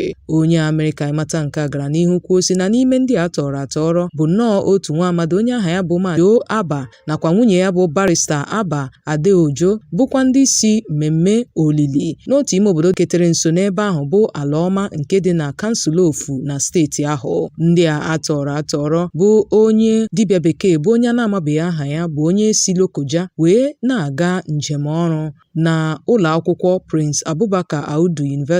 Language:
Igbo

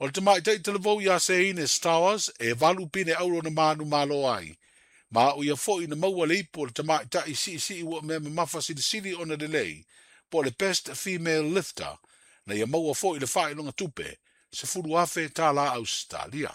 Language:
Samoan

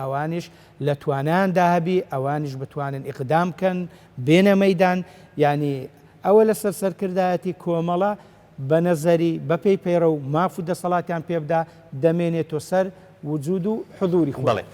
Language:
Central Kurdish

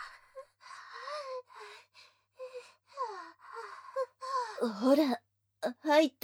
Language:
Japanese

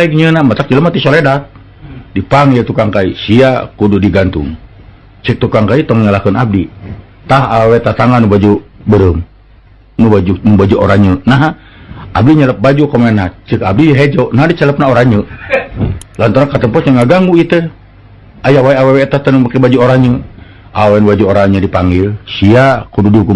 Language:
Sundanese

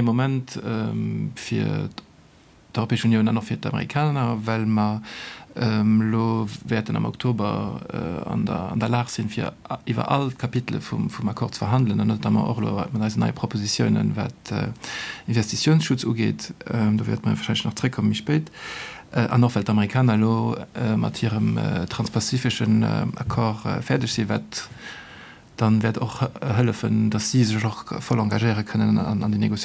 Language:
Luxembourgish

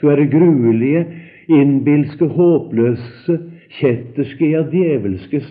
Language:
Norwegian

